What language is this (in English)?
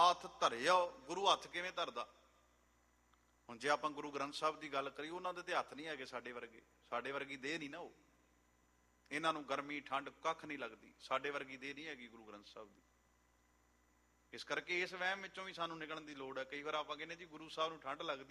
Punjabi